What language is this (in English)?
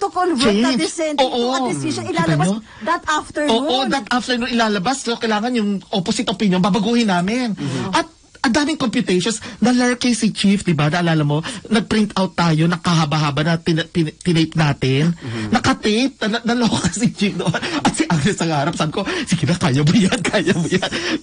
Filipino